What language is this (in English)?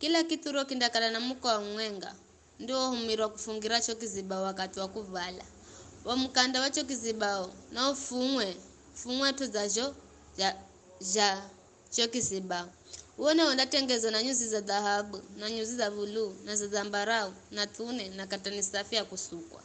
Giryama